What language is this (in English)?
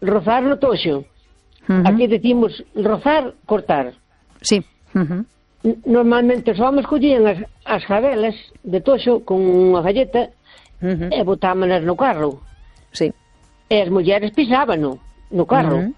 Galician